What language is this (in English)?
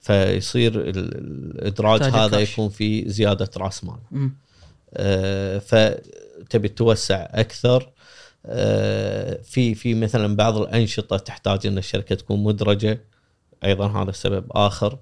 Gulf Arabic